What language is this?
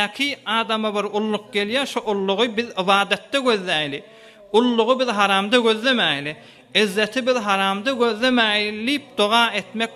Turkmen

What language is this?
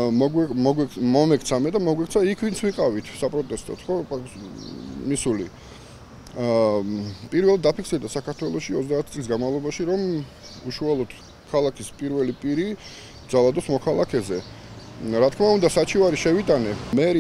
Georgian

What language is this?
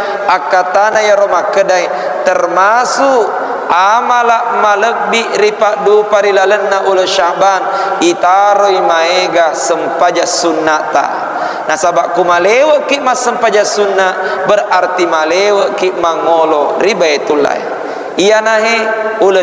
Buginese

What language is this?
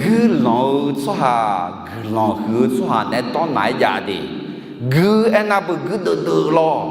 Akha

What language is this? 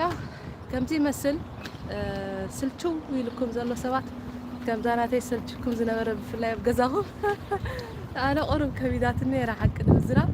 Tigrinya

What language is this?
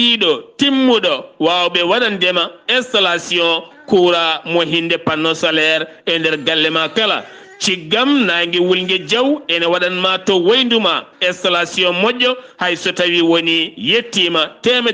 Fula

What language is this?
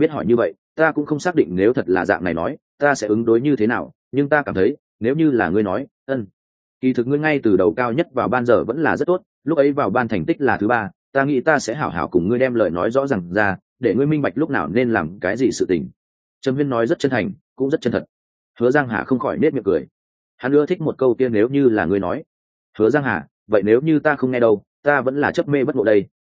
Vietnamese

